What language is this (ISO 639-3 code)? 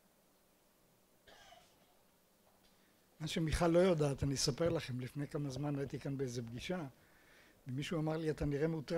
heb